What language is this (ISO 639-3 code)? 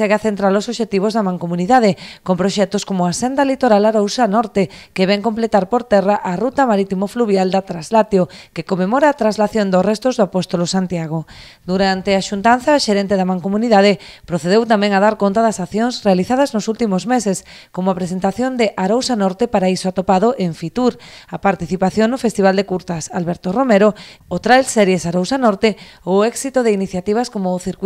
glg